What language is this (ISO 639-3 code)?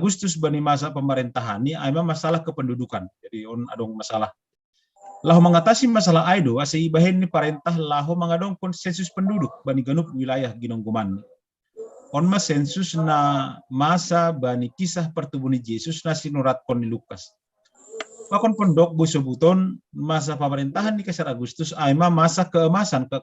bts